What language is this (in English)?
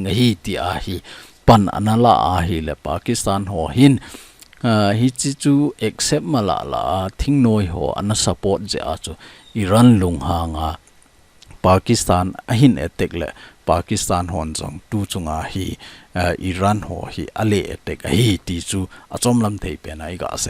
Thado Chin